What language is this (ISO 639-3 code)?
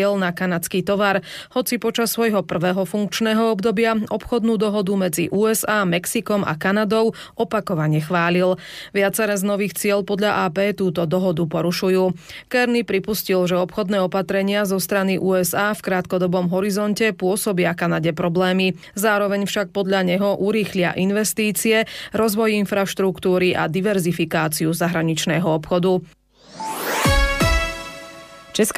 slk